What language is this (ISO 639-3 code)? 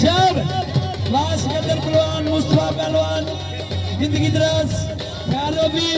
skr